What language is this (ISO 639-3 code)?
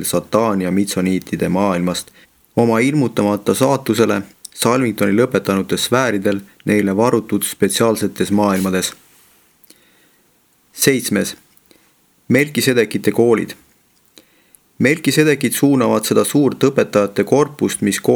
est